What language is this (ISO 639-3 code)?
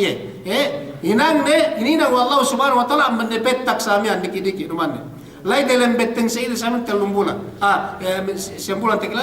yka